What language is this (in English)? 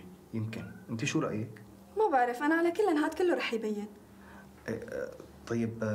North Levantine Arabic